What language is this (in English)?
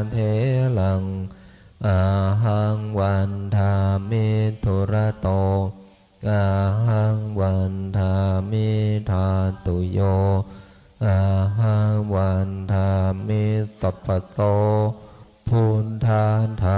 Pali